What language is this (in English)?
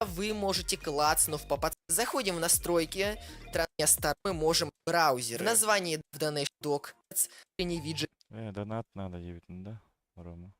Yakut